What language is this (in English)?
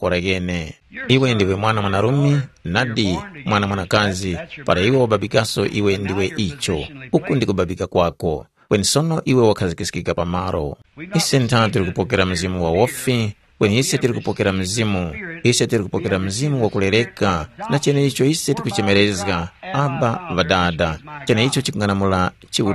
Tumbuka